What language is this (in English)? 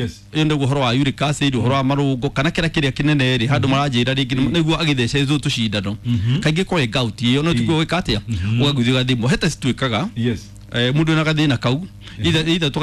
Kikuyu